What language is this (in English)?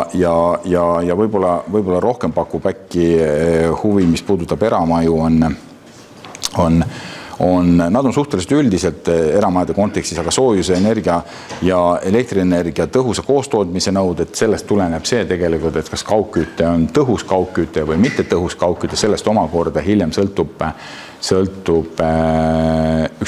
Estonian